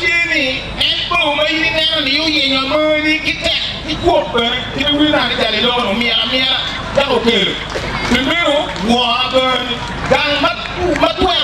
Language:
Acoli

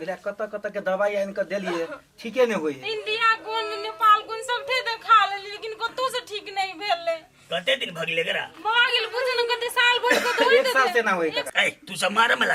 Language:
Maithili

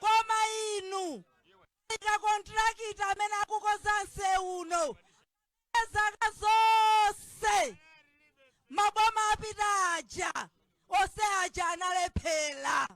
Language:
Nyanja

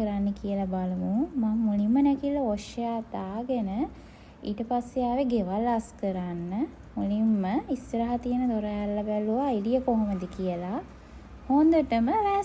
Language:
Sinhala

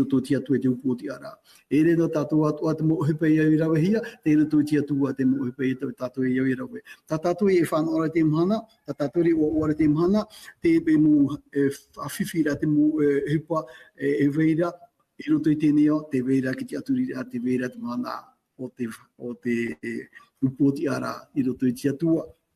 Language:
Tahitian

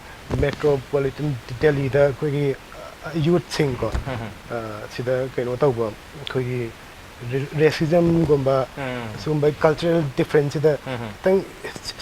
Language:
Manipuri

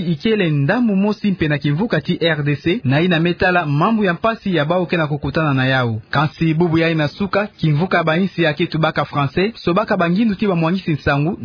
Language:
Kituba (Democratic Republic of Congo)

